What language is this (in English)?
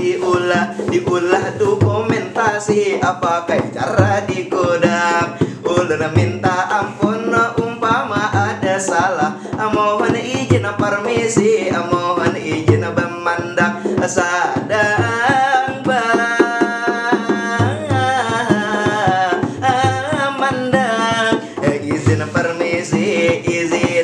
Banjar